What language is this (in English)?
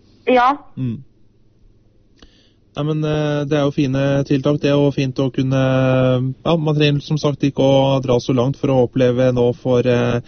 Norwegian